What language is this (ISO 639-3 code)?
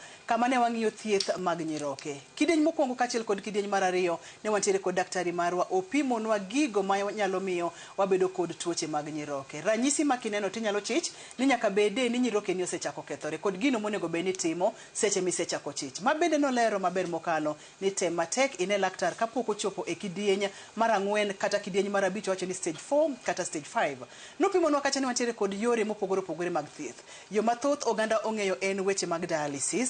luo